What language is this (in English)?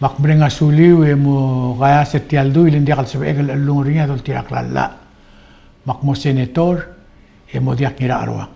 Palauan